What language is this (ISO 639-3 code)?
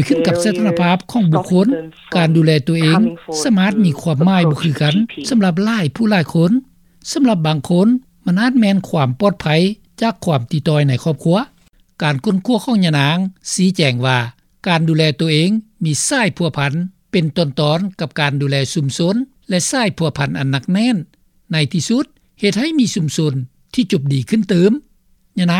lao